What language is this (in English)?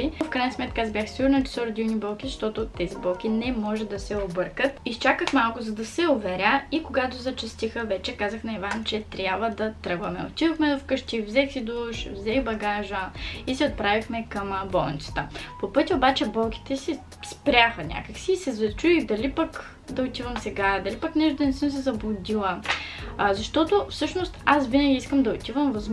Bulgarian